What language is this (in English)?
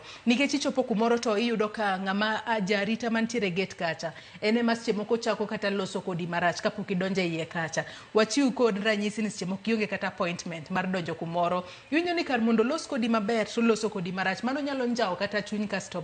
Luo (Kenya and Tanzania)